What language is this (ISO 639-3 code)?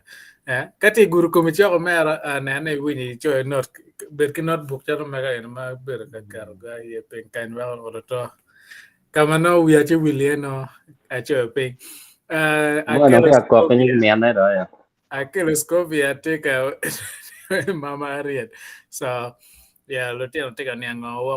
ach